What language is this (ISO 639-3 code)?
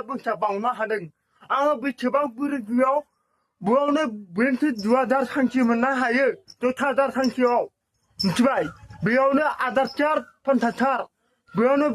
brx